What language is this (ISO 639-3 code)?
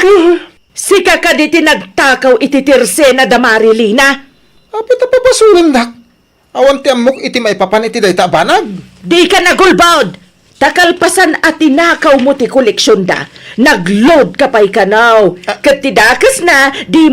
ilo